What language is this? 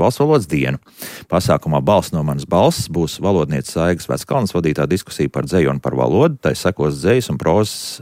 Latvian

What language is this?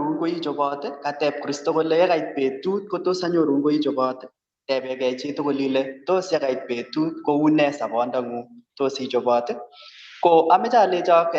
Kalenjin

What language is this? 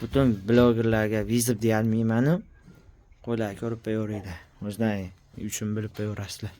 Uzbek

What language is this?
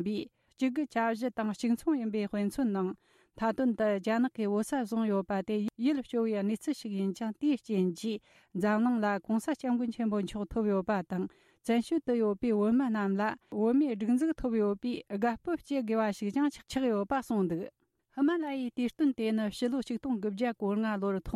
Tibetan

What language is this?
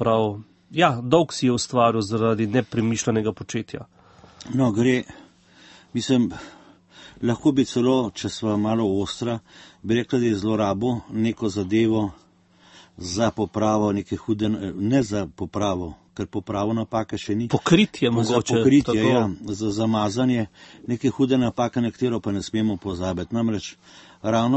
Slovenian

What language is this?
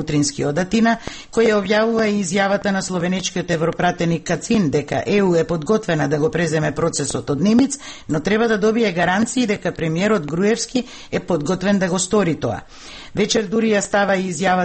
Macedonian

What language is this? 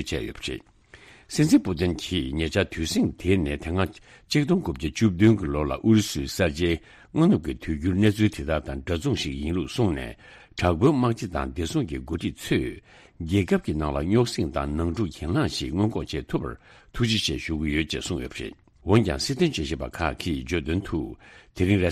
Tibetan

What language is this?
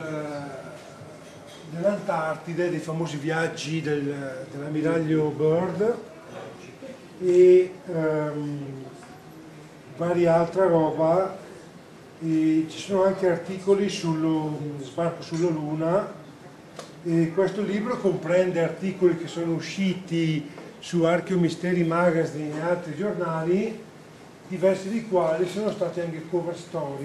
Italian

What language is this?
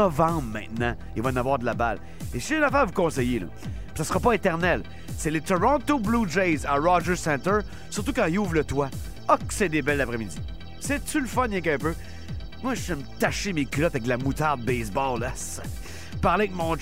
French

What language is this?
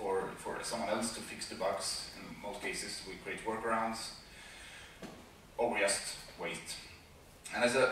English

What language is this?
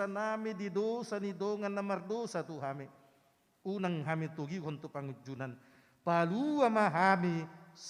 Batak Toba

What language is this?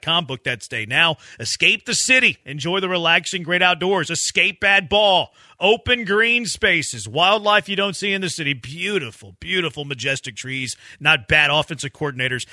English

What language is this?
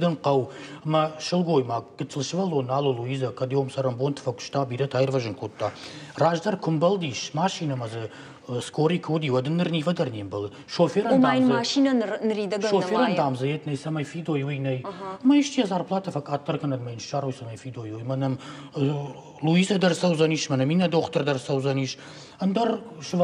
Ossetic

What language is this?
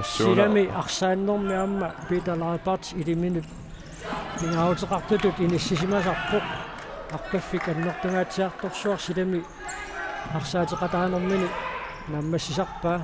Kalaallisut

